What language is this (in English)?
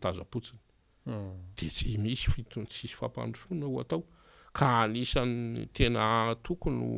Malagasy